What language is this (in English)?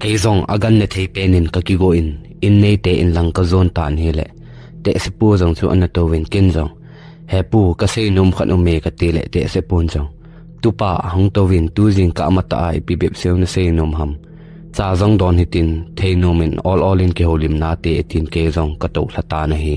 Thado Chin